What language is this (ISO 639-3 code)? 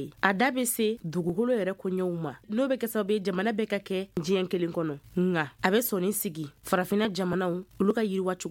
bam